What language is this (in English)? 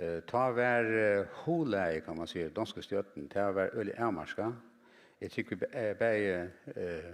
Faroese